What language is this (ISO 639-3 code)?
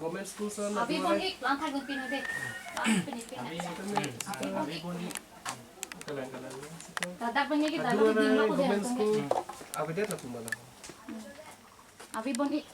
mjw